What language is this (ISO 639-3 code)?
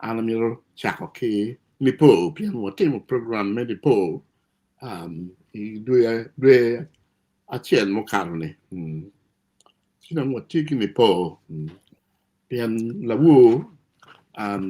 ach